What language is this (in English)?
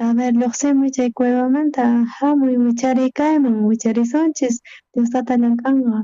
South Bolivian Quechua